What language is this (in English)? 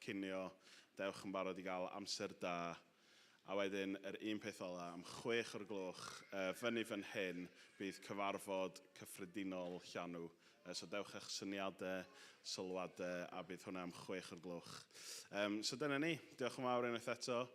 Welsh